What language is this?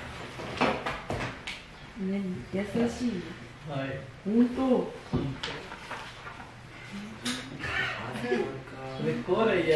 Japanese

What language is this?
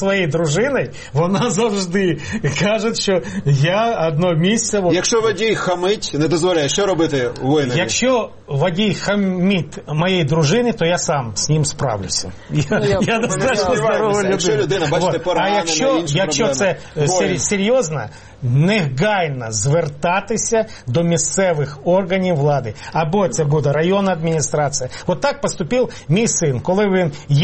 Ukrainian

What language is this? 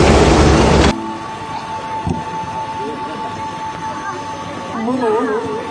Burmese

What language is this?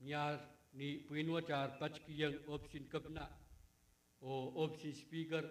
Pohnpeian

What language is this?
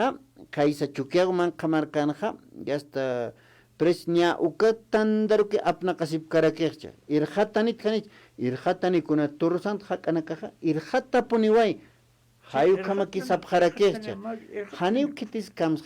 Aymara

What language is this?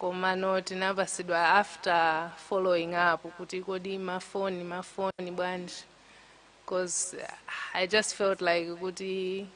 Nyanja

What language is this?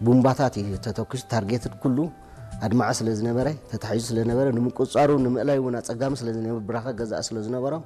Tigrinya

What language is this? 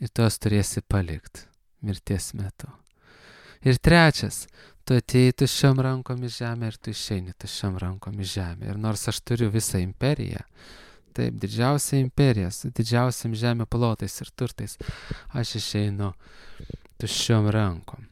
Lithuanian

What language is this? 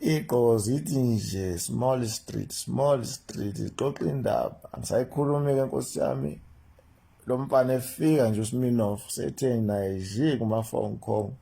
Zulu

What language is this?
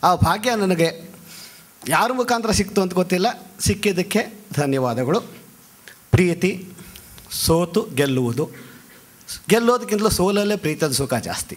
Kannada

